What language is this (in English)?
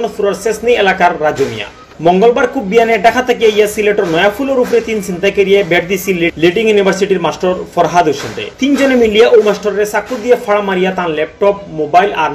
Sylheti